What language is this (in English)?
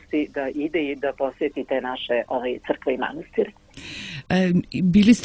Serbian